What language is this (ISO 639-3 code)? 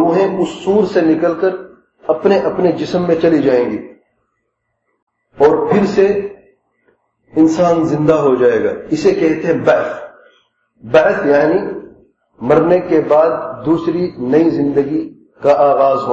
urd